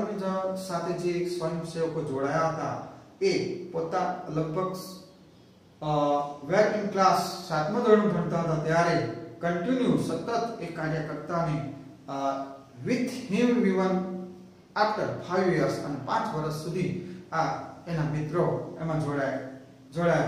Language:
Gujarati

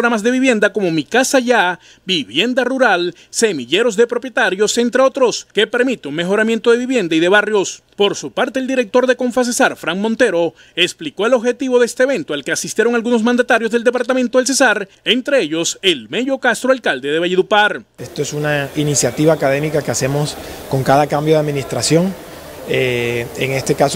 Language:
Spanish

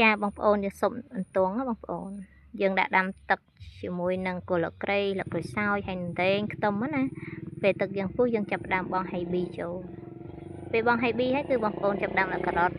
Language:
Khmer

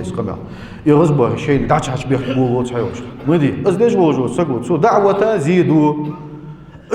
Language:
Ingush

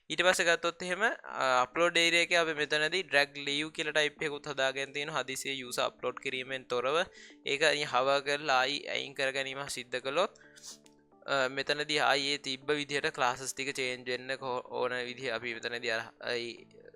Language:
Sinhala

